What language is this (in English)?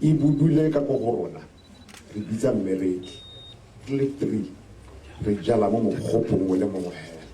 Tswana